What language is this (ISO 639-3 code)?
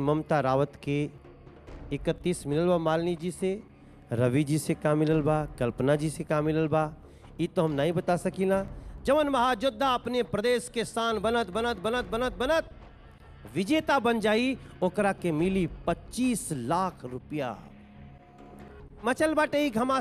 bho